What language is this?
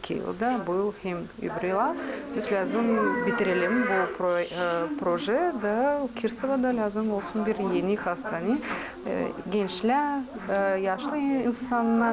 Gagauz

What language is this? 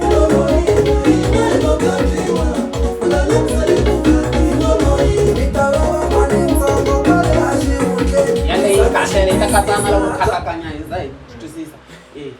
Tsonga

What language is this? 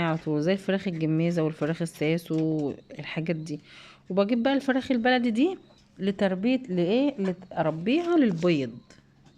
Egyptian Arabic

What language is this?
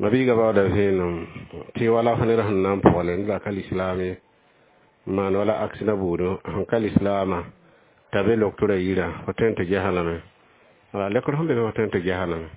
Mossi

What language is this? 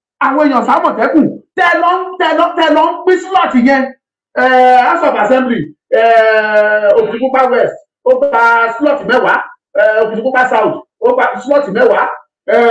Yoruba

